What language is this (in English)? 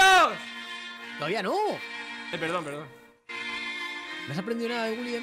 Spanish